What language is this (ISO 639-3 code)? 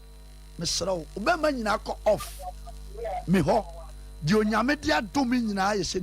aka